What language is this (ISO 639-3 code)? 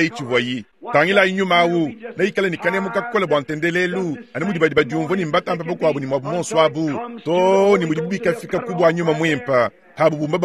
lua